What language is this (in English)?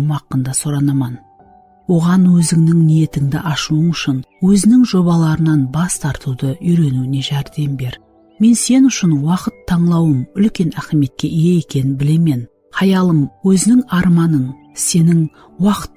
Kara-Kalpak